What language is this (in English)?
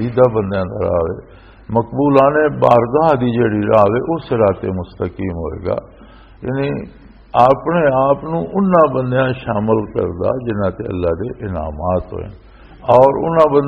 Western Panjabi